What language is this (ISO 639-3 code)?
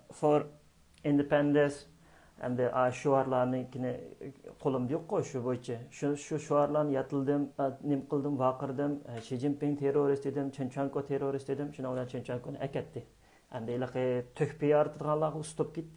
uig